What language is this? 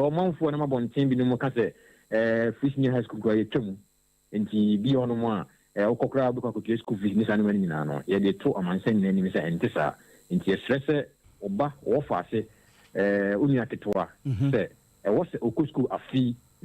Akan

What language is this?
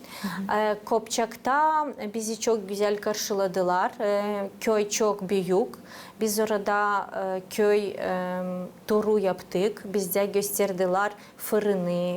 Gagauz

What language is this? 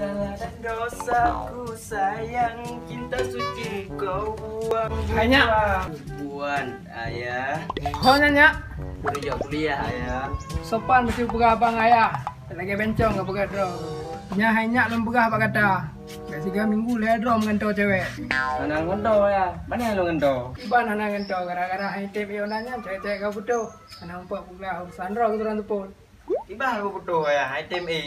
Achinese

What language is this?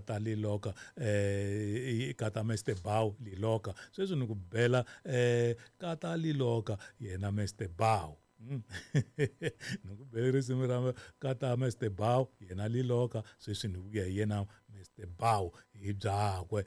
Tsonga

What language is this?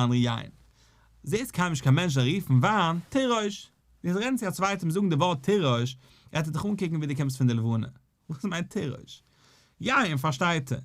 Yiddish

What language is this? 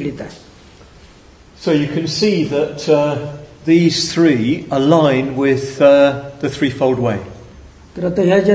Marathi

